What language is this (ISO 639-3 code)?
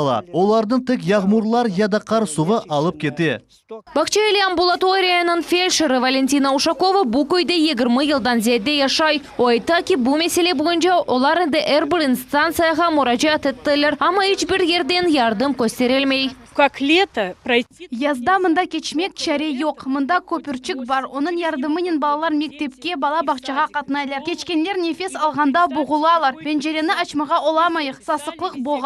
crh